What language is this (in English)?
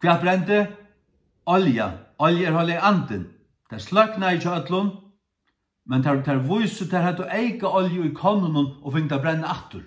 Faroese